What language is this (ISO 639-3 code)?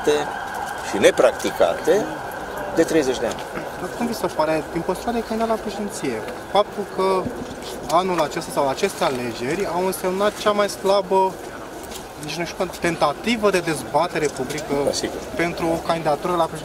ron